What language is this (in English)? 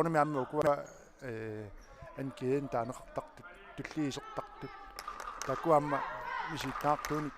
Kalaallisut